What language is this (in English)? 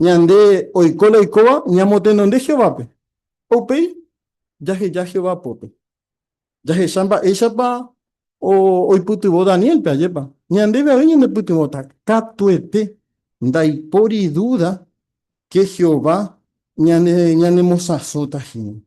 Guarani